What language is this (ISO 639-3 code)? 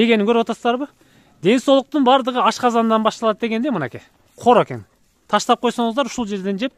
kir